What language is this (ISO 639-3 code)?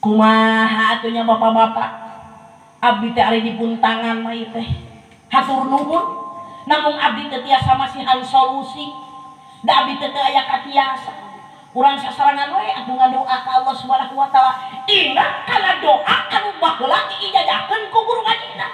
sun